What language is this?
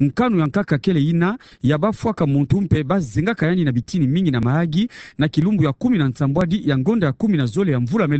Kituba (Democratic Republic of Congo)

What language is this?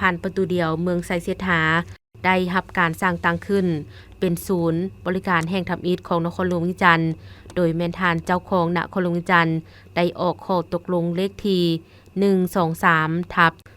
Lao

